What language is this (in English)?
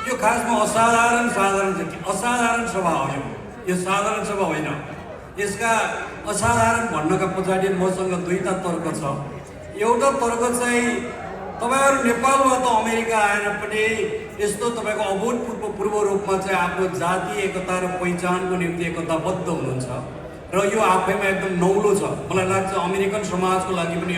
Nepali